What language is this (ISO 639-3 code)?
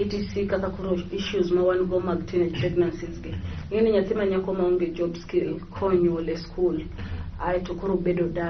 luo